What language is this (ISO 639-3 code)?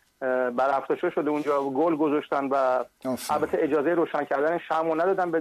fas